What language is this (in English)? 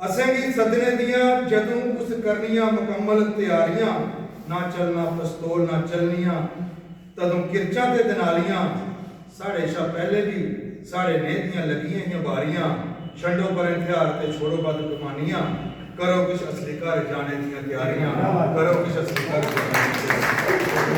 Dogri